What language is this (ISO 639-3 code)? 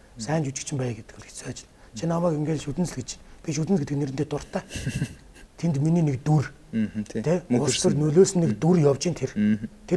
mon